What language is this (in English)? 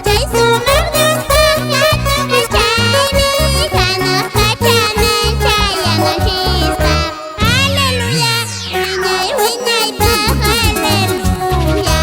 Quechua